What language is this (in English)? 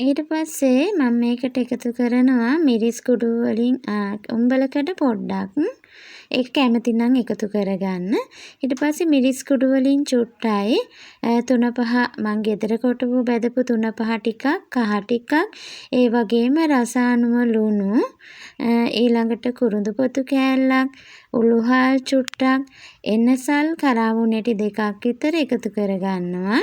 Sinhala